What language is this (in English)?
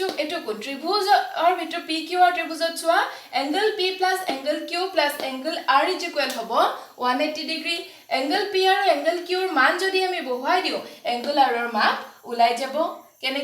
Assamese